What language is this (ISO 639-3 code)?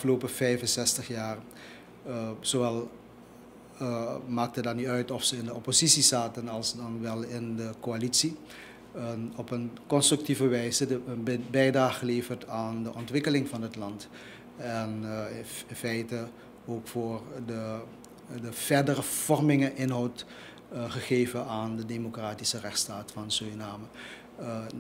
nld